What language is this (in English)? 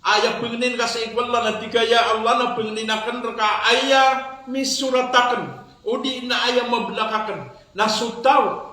Maranao